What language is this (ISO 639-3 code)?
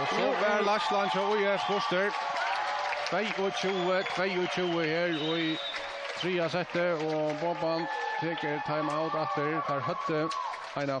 fao